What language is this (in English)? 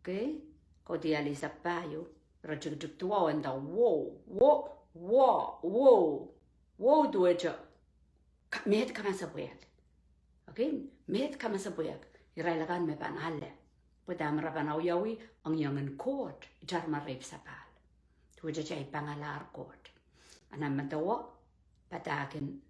Pohnpeian